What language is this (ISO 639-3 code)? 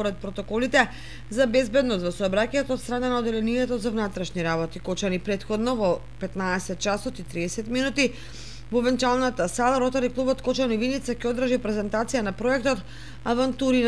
mkd